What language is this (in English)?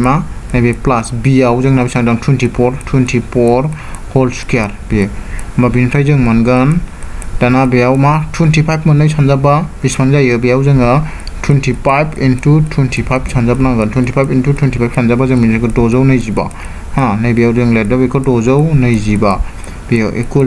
Bodo